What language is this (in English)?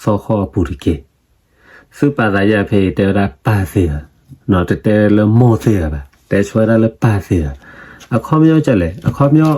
S'gaw Karen